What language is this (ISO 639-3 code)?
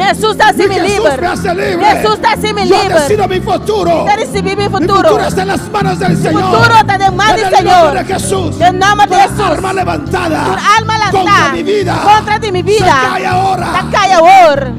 pap